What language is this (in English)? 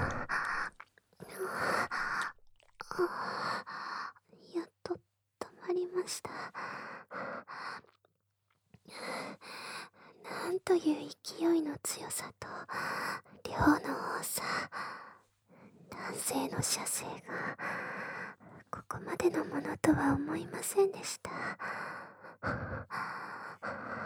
Japanese